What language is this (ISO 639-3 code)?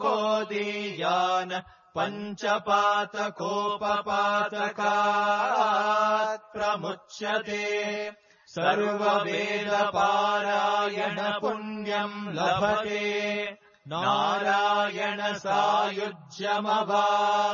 san